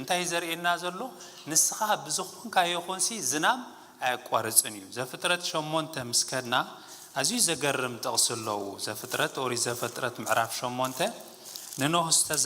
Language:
Tigrinya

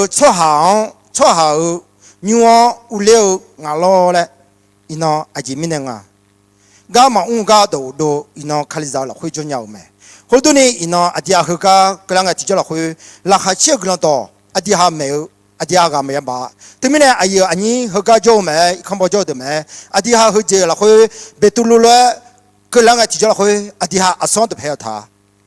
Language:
Akha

